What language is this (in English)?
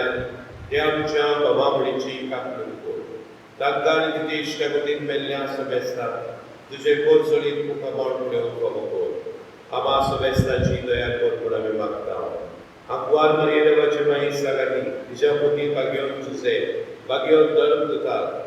Konkani